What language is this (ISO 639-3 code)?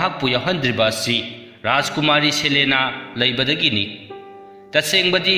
mni